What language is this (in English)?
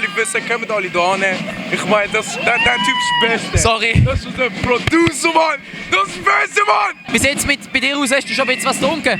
Swiss German